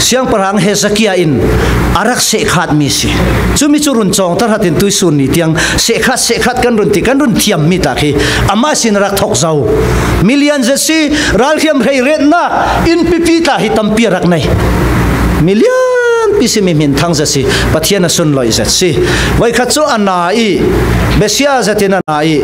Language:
Falam Chin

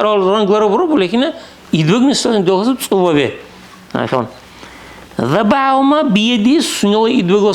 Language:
Dargwa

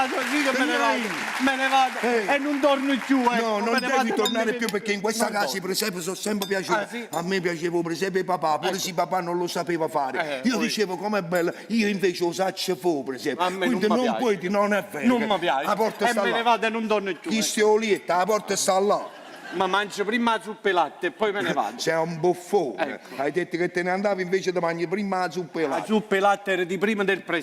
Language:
Neapolitan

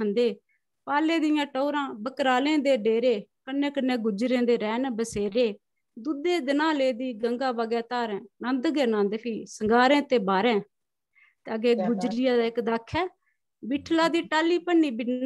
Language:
Dogri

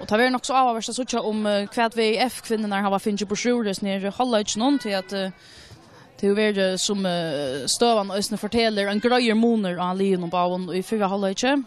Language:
Faroese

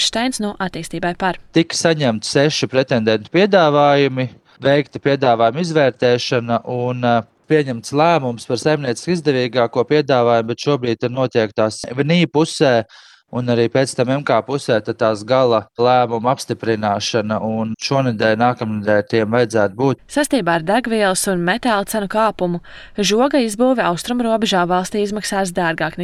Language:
Latvian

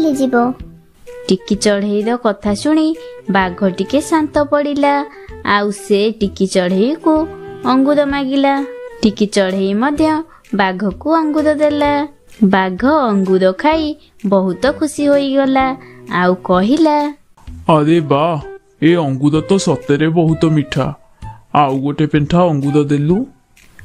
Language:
Odia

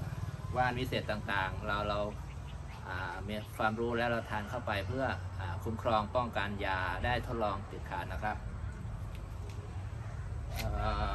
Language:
Thai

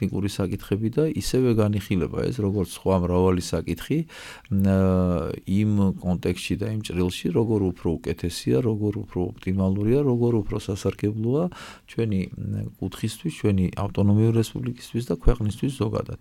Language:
Georgian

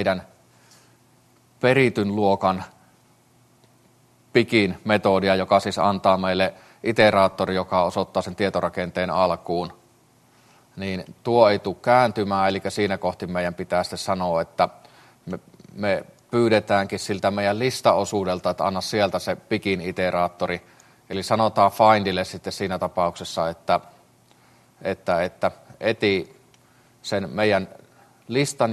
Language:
Finnish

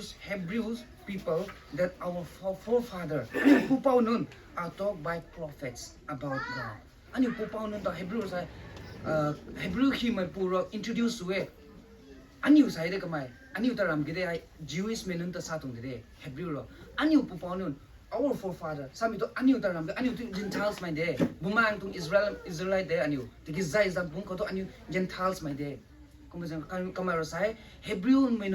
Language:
Rongmei Naga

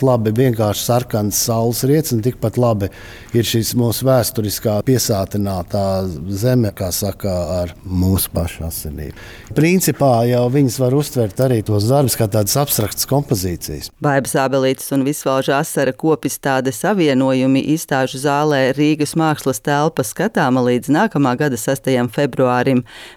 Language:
Latvian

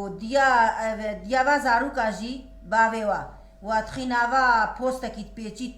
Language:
Kurdish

